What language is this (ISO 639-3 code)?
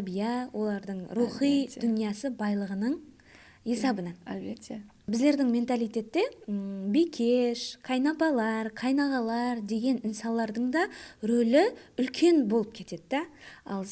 kaa